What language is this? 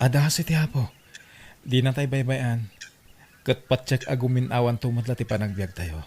Iloko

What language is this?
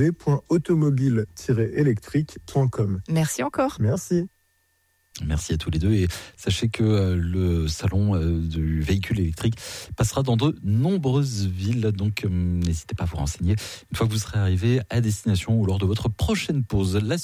French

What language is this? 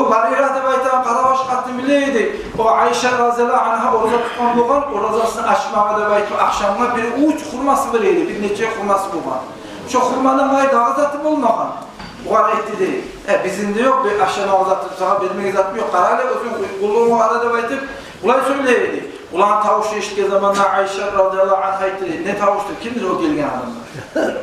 Kumyk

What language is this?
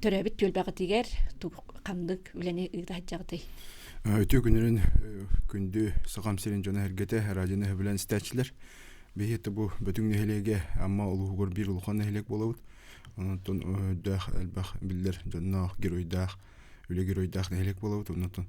Yakut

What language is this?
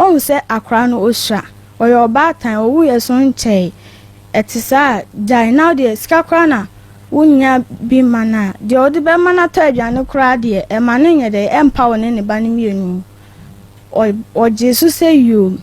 Akan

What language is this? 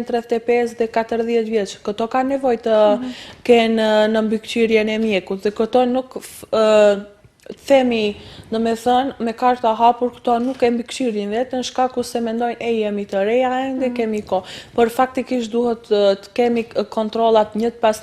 Albanian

